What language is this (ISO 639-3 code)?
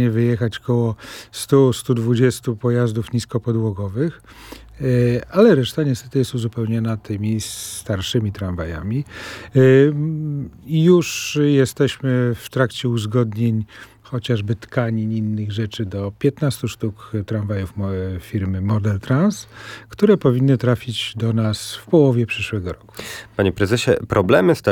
pol